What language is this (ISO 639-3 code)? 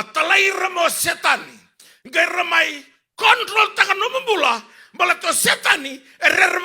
fij